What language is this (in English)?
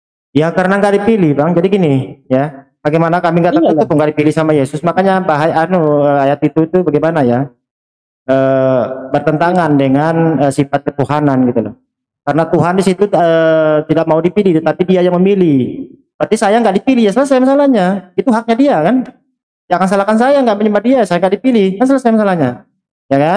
Indonesian